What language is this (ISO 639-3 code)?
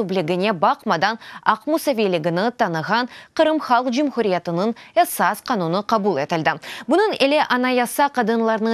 crh